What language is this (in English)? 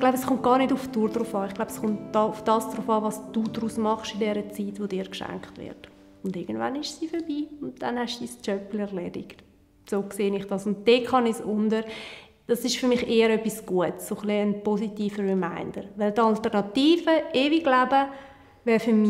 Swiss German